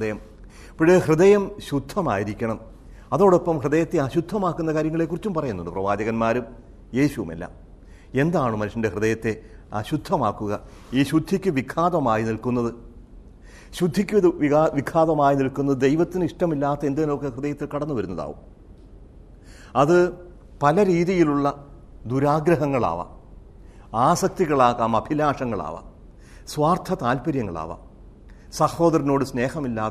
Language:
Malayalam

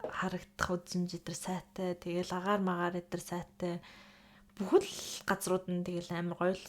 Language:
Mongolian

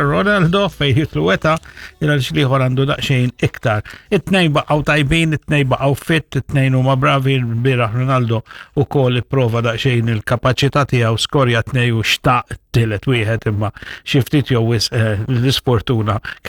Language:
Maltese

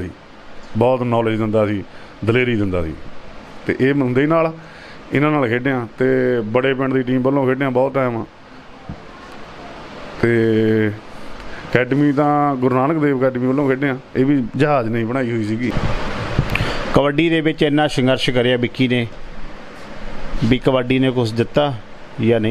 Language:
Punjabi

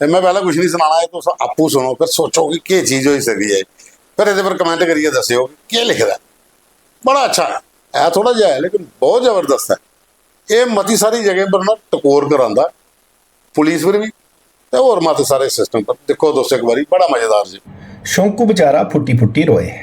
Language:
Dogri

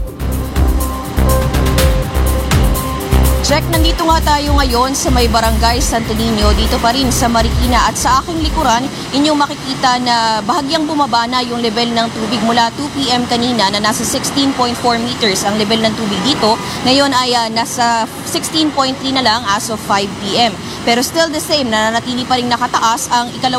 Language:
Filipino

